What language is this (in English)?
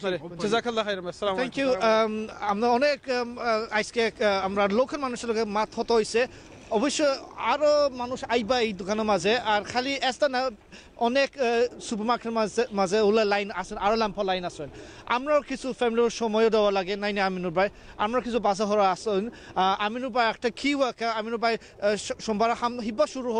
Sylheti